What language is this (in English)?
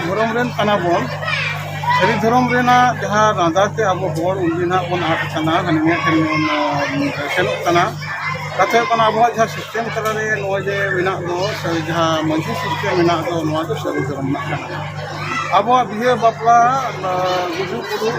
Santali